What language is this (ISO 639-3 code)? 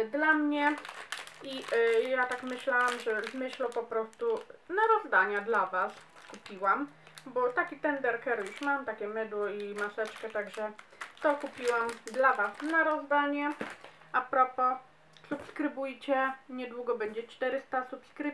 pol